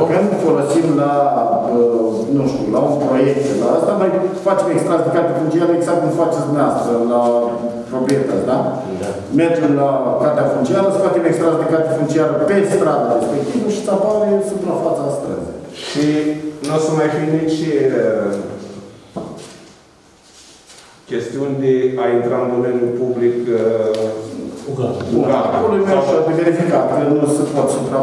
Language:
Romanian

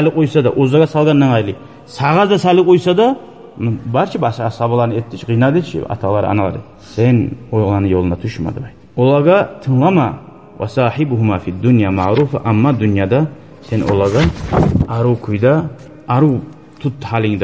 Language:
Kumyk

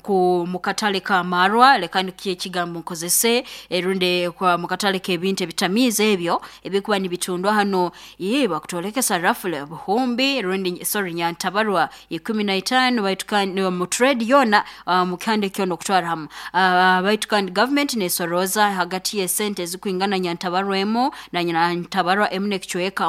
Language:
Nyoro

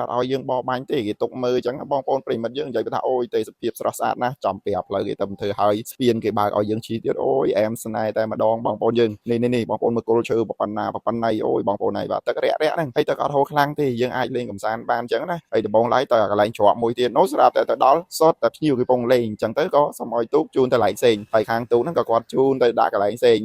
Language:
Khmer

